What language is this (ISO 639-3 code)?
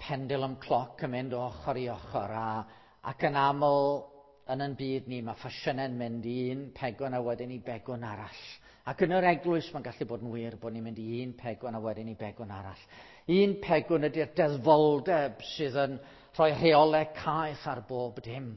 cym